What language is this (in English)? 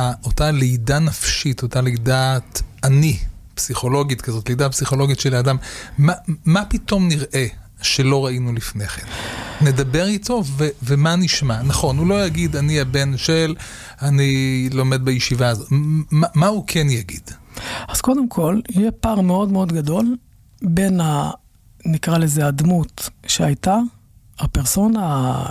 Hebrew